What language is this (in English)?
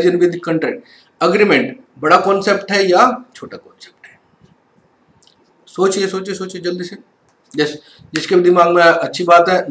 Hindi